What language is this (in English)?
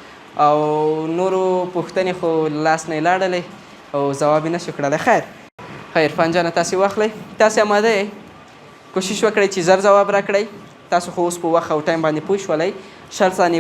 Pashto